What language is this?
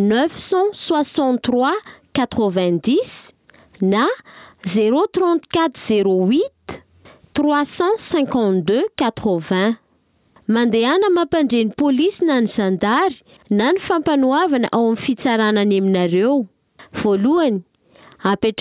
Malagasy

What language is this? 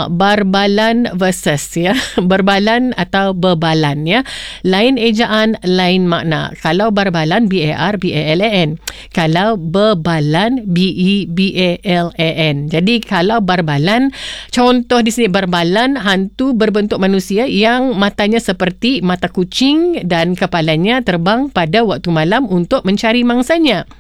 Malay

